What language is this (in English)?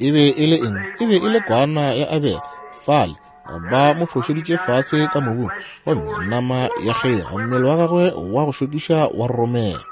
Northern Sotho